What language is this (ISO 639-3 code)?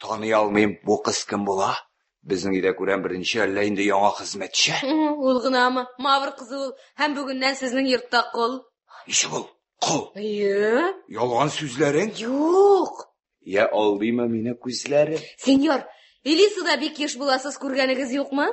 tat